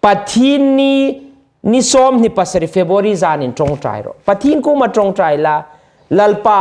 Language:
Hmar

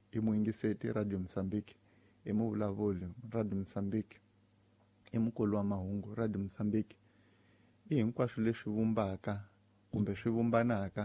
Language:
Tsonga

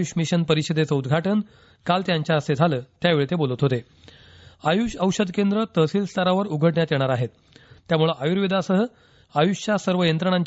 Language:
Marathi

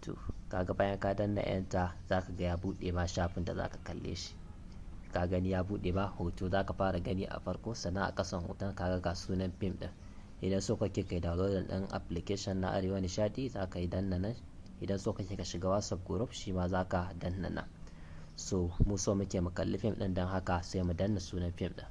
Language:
Hausa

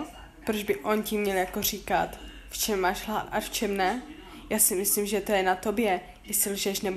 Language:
Czech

